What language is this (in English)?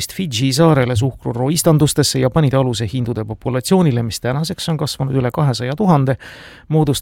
Estonian